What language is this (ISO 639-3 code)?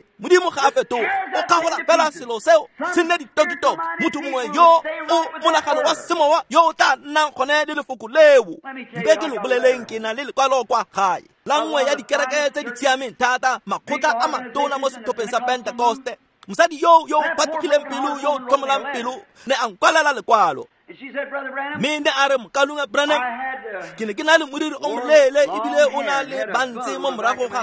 tsn